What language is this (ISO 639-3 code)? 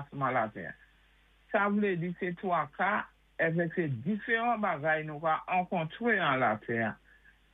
acf